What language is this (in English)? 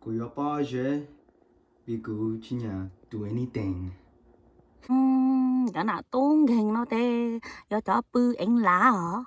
Hmong